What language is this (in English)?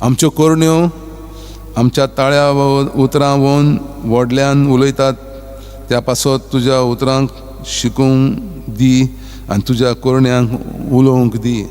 Konkani